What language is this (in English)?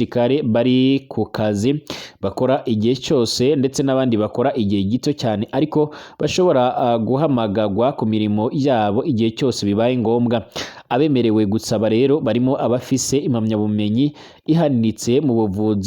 Rundi